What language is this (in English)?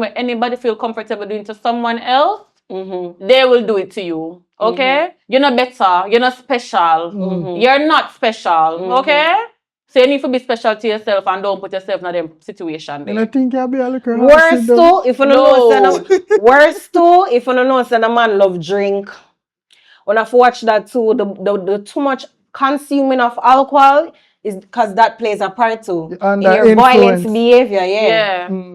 Jamaican Creole English